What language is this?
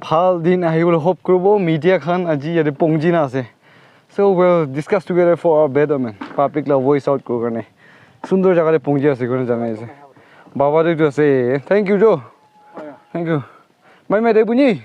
Naga Pidgin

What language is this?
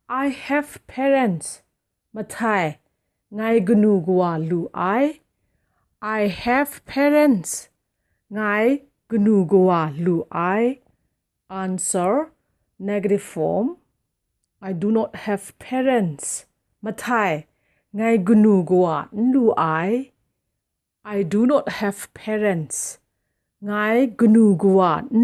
Kachin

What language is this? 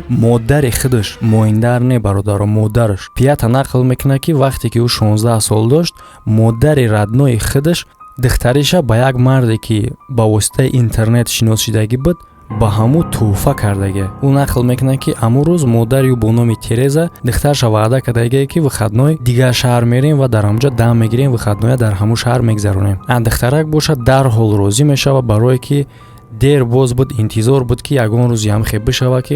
Tajik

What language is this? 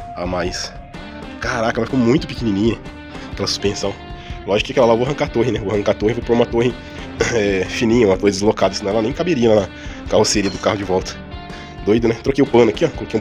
Portuguese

